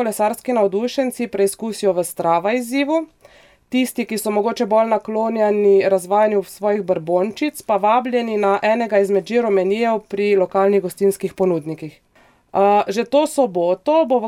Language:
Slovenian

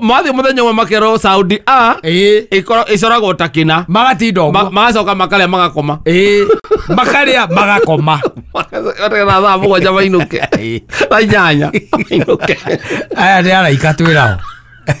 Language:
Kikuyu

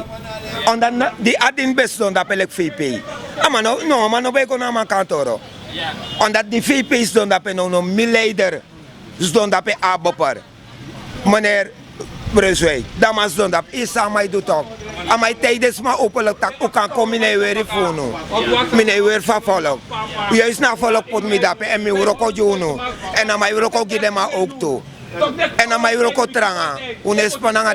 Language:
Sranan Tongo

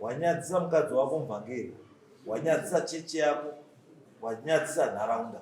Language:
Shona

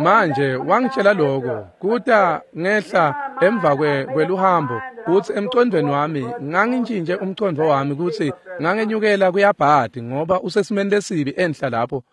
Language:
Swati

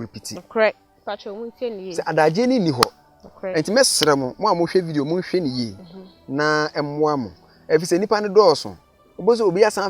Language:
Akan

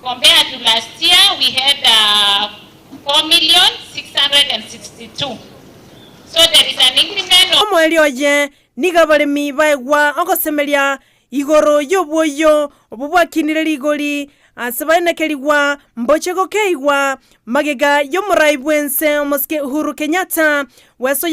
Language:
Gusii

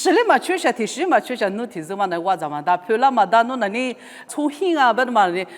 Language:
Lisu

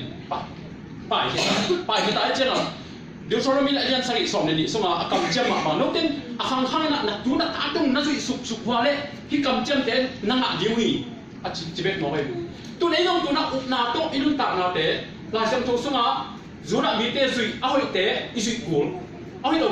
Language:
Tedim Chin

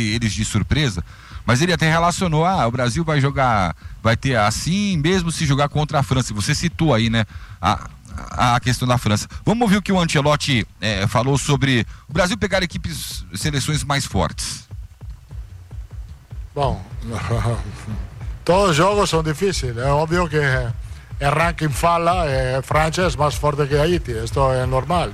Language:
Portuguese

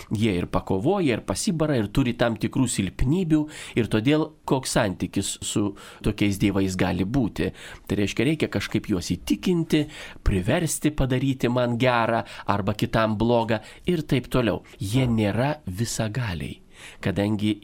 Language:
Lithuanian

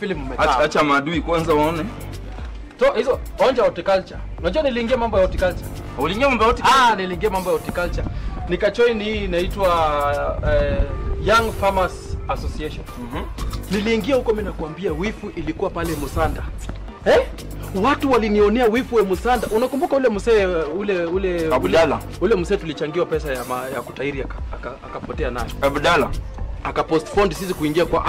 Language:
Swahili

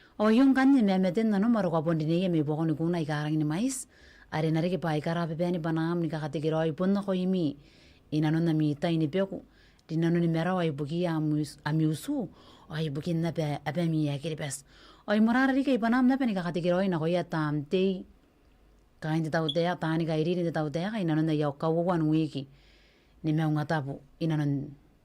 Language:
Gilbertese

